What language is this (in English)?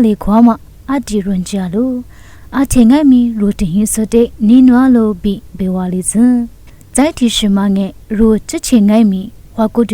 Lisu